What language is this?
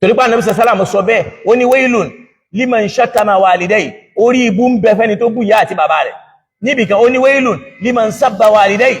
Yoruba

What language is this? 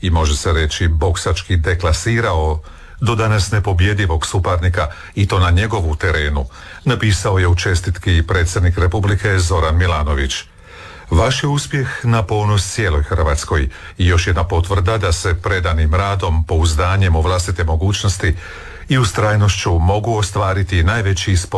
Croatian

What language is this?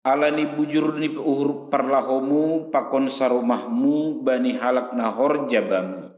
Batak Simalungun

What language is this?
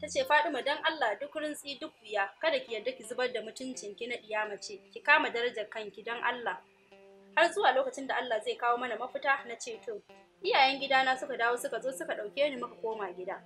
Hausa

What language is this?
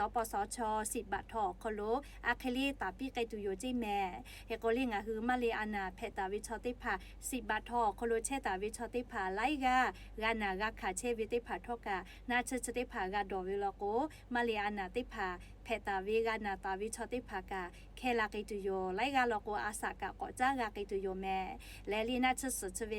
Lahu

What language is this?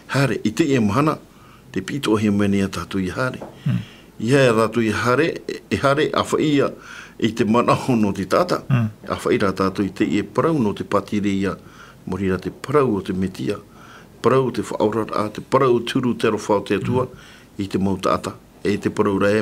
Tahitian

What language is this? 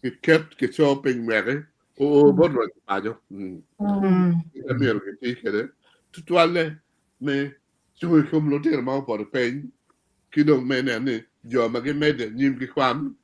Acoli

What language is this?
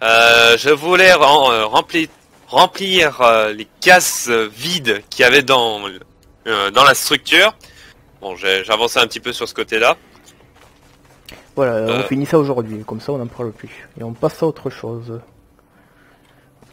French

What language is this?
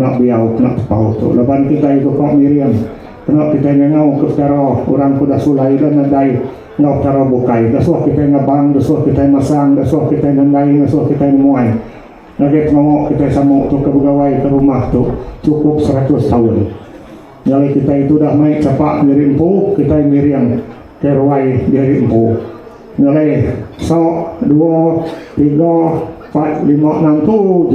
Iban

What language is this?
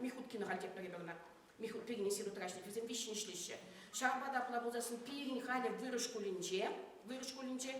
Chuvash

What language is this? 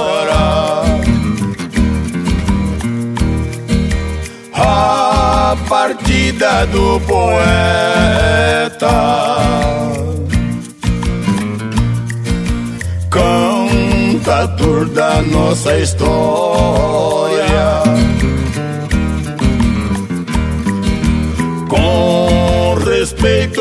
Portuguese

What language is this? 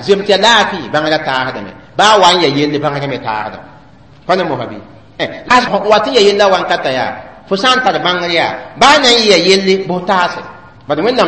Mossi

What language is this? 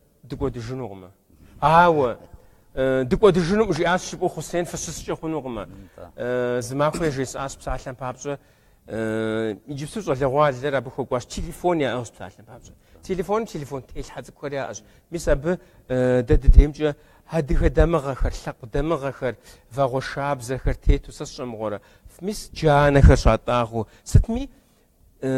Kabardian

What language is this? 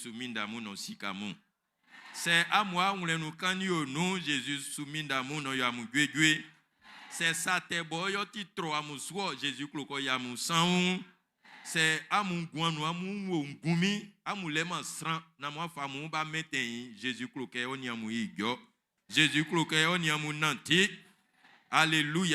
Baoulé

